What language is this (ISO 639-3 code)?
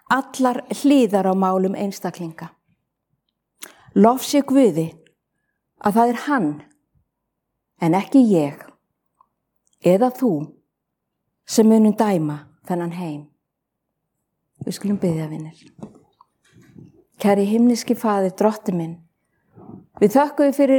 isl